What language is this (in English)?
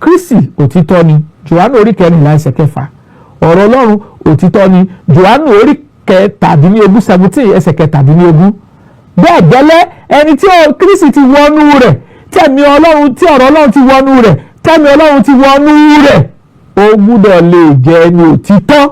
Yoruba